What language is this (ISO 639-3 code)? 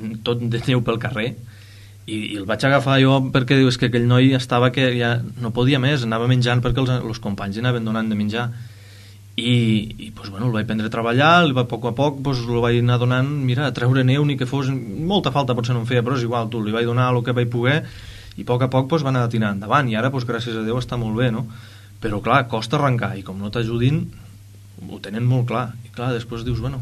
cat